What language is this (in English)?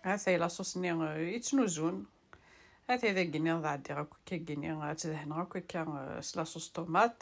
Kabyle